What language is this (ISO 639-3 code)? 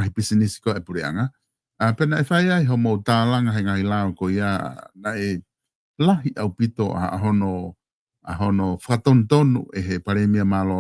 ton